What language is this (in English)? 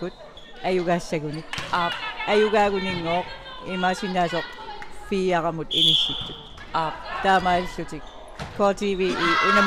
Kalaallisut